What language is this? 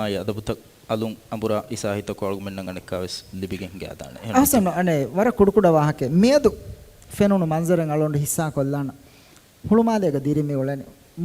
Divehi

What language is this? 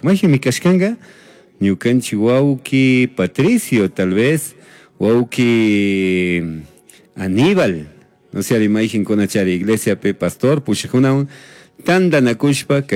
Chimborazo Highland Quichua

